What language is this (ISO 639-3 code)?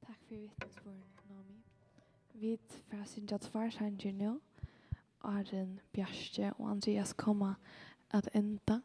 fao